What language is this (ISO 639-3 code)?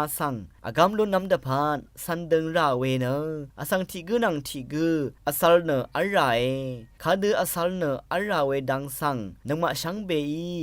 raw